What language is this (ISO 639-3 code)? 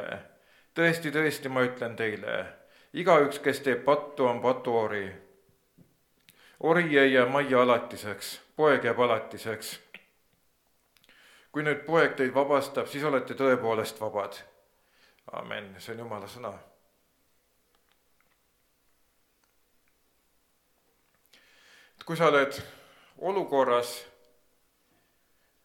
est